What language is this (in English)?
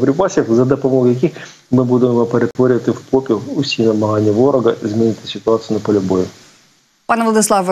Ukrainian